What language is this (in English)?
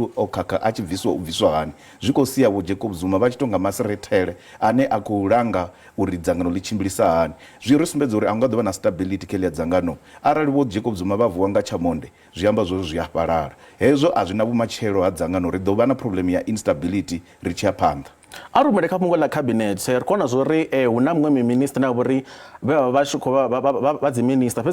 Venda